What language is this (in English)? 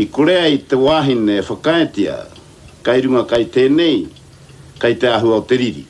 Māori